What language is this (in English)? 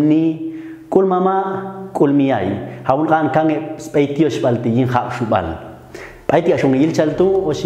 Popti'